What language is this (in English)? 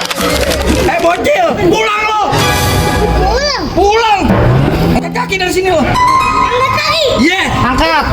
Betawi